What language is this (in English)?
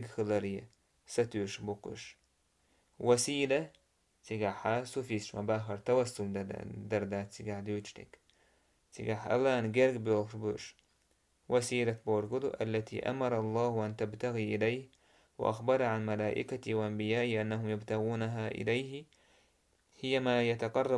Chechen